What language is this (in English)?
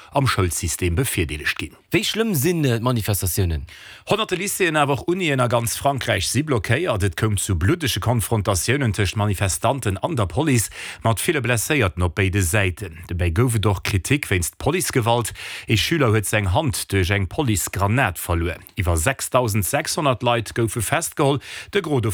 Luxembourgish